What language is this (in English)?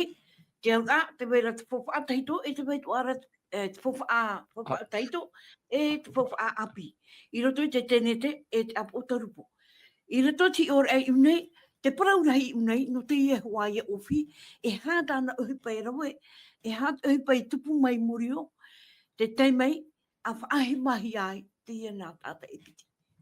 Tahitian